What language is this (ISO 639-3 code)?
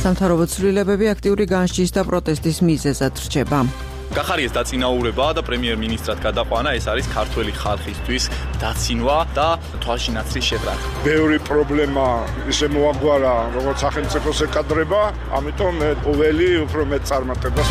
kat